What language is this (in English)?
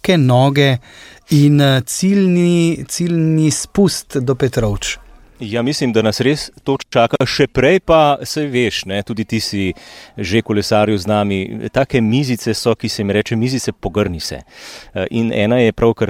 Slovenian